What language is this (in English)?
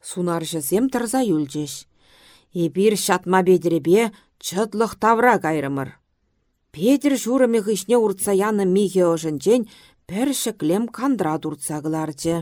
Chuvash